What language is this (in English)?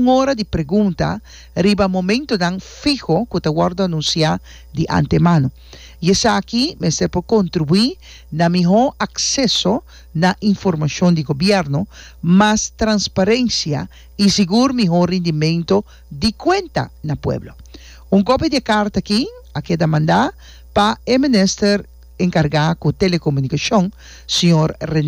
Papiamento